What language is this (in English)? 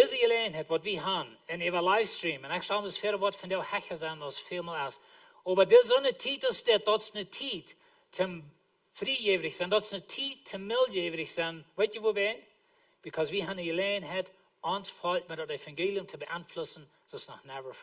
Plautdietsch